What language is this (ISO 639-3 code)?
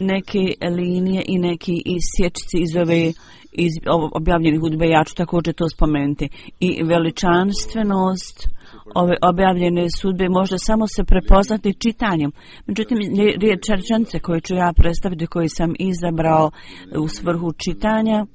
bos